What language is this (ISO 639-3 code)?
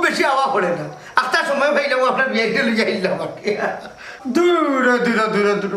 syl